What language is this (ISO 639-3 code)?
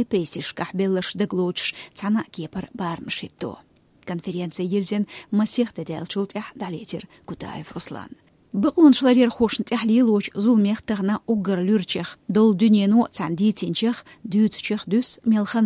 che